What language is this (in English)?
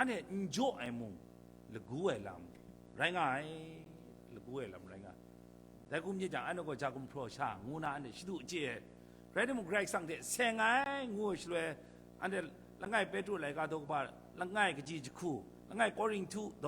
Kachin